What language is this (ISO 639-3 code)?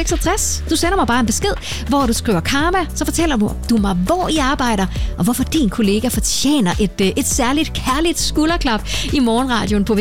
dan